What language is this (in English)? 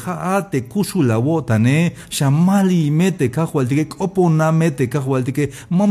Tzeltal